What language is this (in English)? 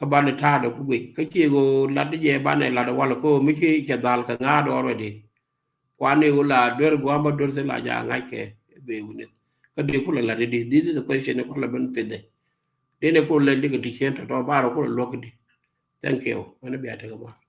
Nuer